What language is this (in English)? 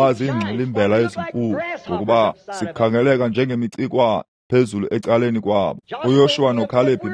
Xhosa